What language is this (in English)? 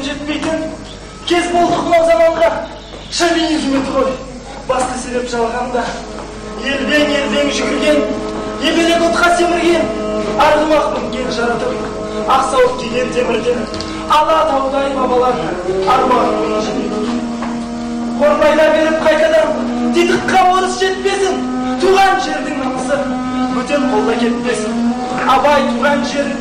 Kazakh